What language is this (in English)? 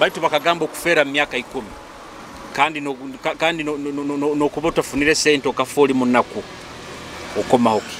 Nyoro